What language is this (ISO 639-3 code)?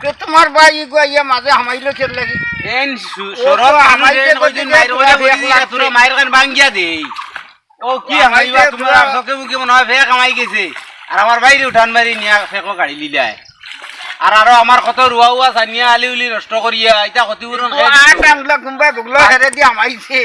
syl